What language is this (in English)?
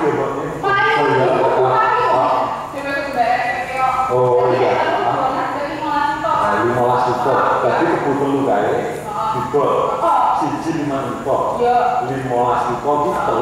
Javanese